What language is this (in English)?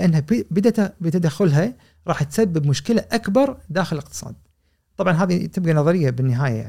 Gulf Arabic